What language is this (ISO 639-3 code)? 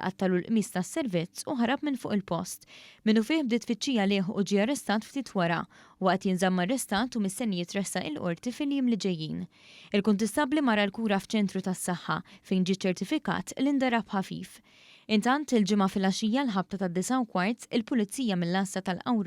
mlt